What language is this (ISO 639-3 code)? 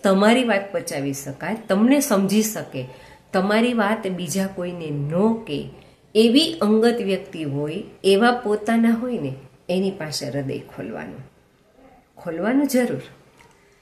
guj